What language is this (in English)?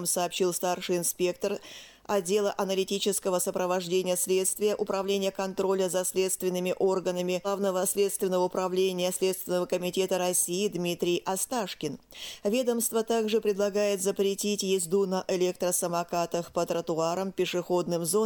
Russian